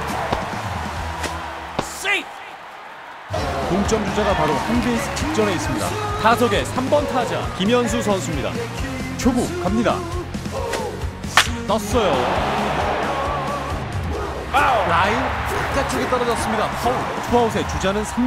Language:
Korean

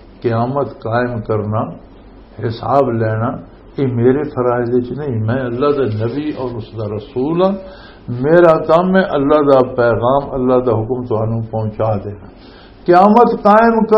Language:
Western Panjabi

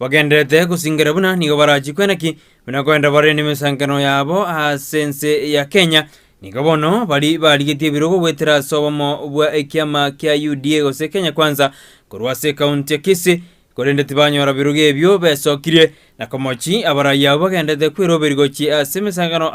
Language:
Gusii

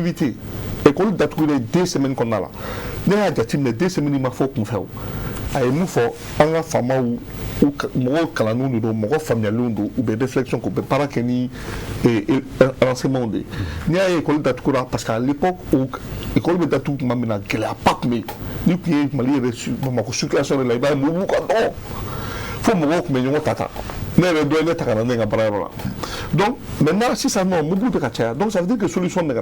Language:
Bambara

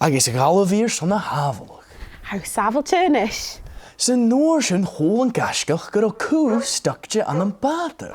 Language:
Scottish Gaelic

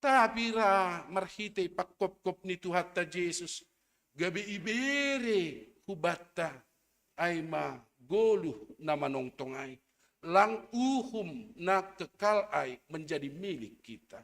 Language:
Batak Simalungun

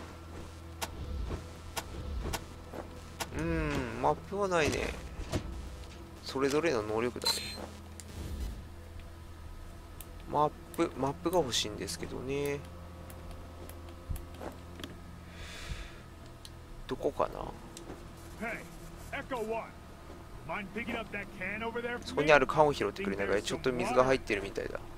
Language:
Japanese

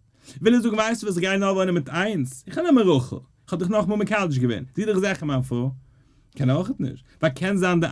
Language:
Yiddish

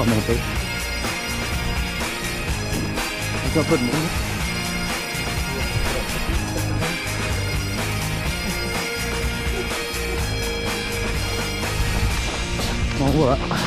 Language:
French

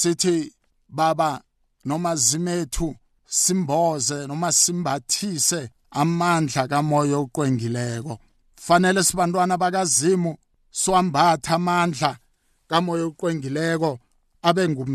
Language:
South Ndebele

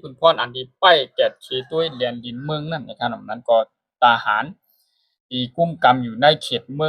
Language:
Shan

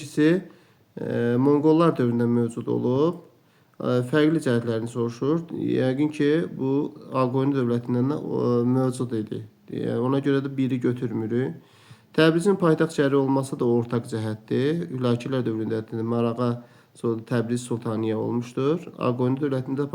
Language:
Azerbaijani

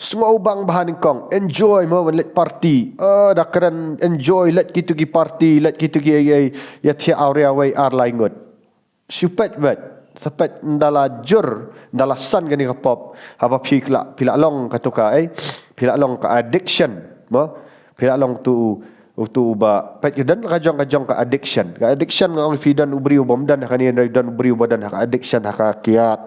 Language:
Khasi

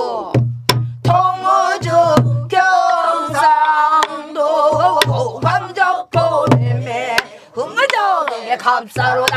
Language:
Korean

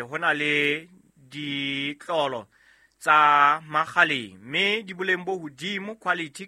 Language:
Southern Sotho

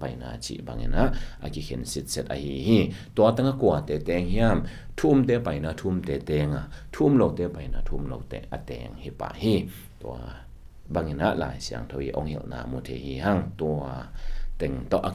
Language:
Tedim Chin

